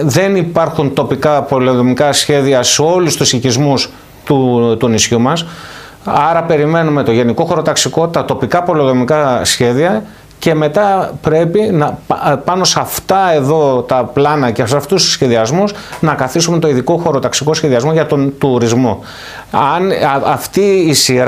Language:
Greek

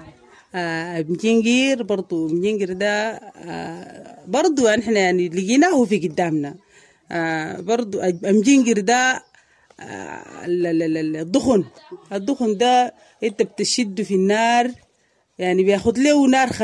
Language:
Sudanese Arabic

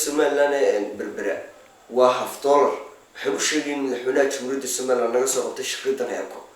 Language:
Somali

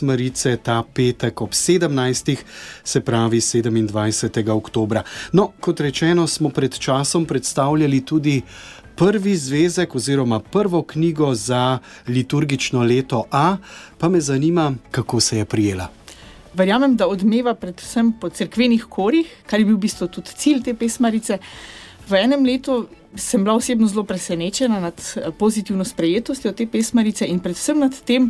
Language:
Slovenian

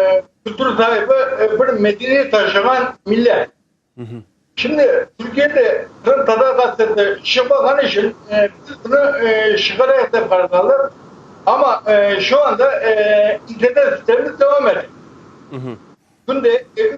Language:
Crimean Tatar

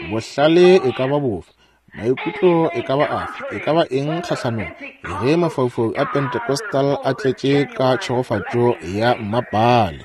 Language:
Northern Sotho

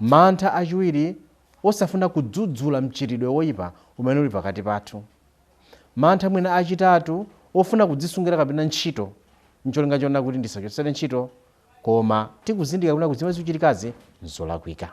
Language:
Nyanja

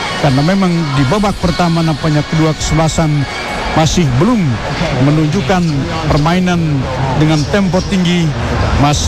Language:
Indonesian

